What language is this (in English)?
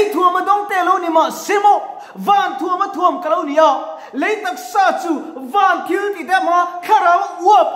Mizo